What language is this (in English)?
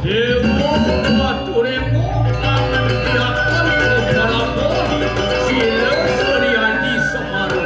Balinese